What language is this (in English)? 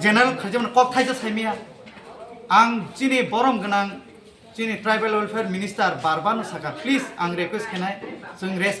Kok Borok